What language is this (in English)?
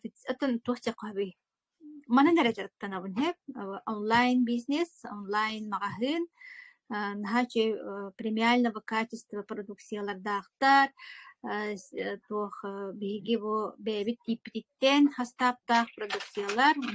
Yakut